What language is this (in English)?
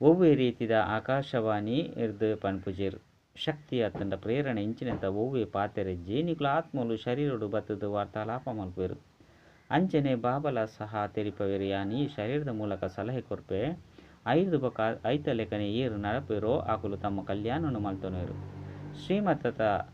Tulu